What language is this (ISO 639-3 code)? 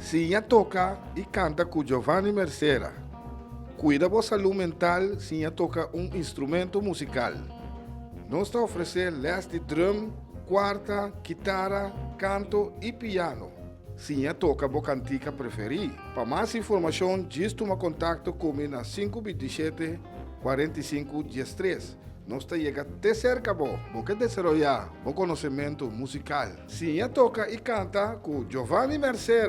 pap